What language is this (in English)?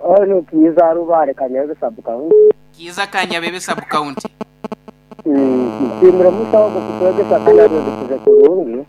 Nyoro